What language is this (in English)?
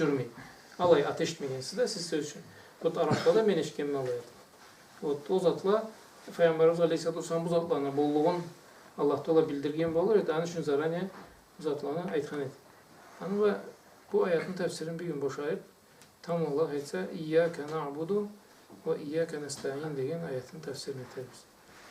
Karachay-Balkar